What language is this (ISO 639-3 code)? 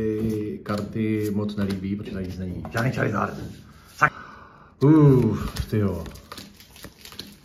ces